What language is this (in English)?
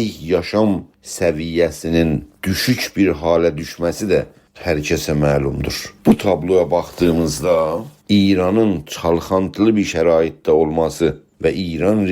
South Azerbaijani